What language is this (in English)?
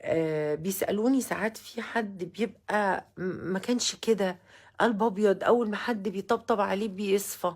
Egyptian Arabic